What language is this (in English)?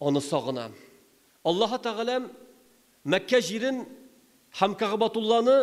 Tatar